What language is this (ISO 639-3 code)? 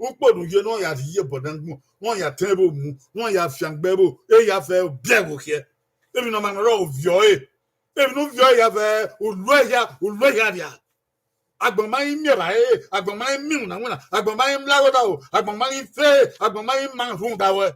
bin